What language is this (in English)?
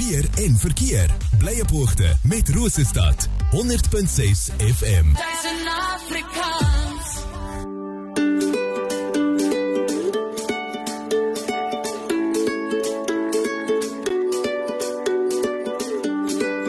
Afrikaans